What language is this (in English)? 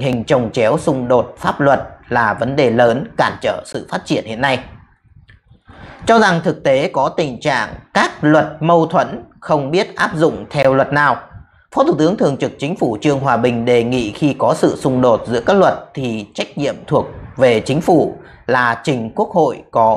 Vietnamese